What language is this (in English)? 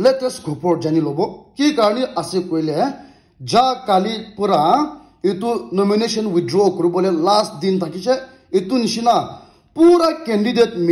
Naga Pidgin